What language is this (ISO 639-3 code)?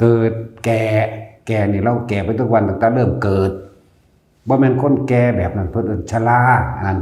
tts